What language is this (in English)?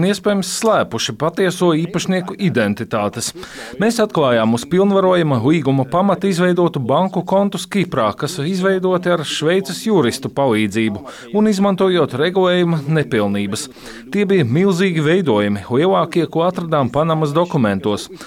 Latvian